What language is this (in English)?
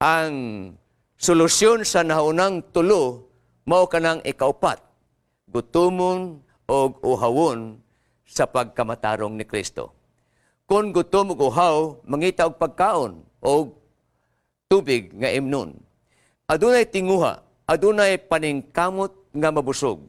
Cebuano